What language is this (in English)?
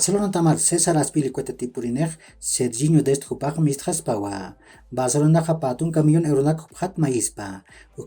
Aymara